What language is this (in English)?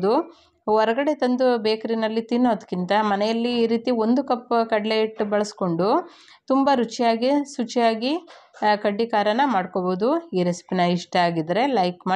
Kannada